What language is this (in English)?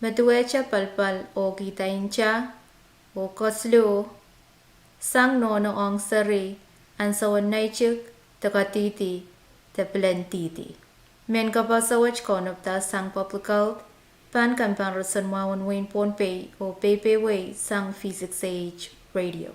Pohnpeian